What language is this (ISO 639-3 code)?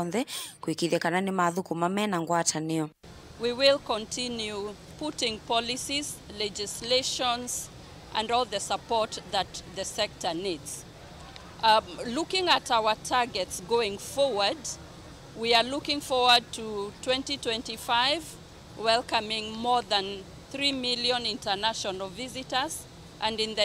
kam